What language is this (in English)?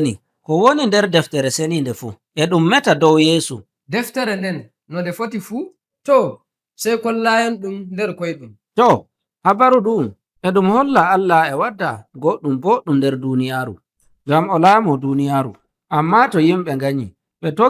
Nigerian Fulfulde